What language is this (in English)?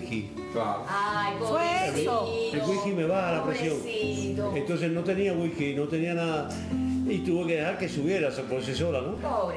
Spanish